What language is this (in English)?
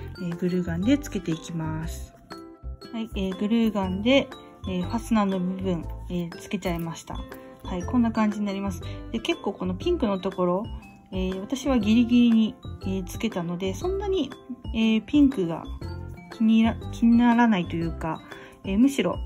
Japanese